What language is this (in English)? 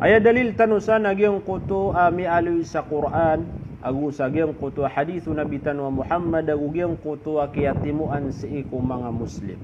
Maranao